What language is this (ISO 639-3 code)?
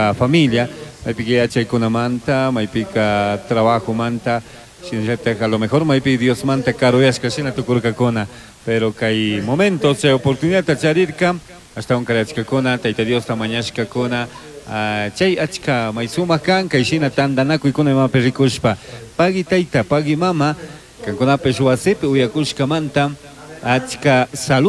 qug